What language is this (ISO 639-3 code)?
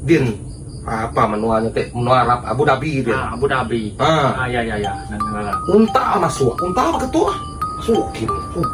iba